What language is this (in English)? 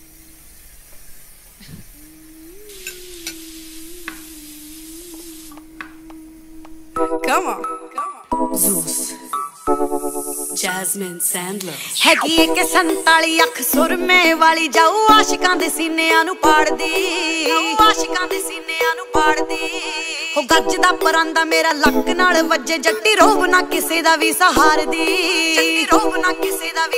Punjabi